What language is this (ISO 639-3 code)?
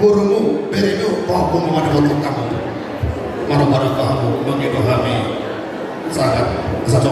bbc